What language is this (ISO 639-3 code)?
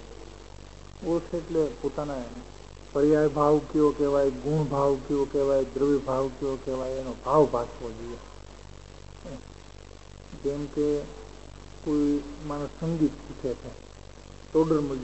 guj